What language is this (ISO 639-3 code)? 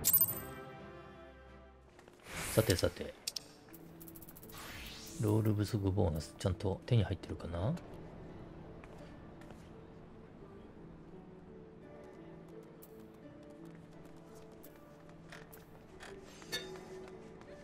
jpn